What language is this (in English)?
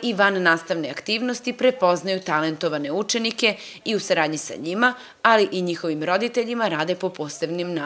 Serbian